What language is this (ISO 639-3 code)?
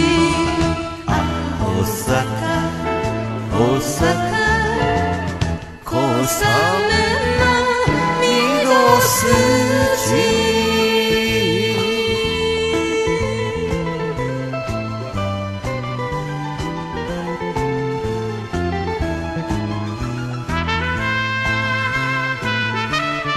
jpn